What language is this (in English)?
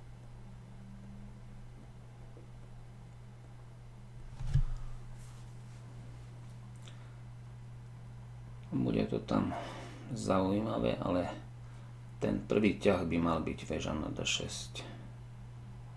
Slovak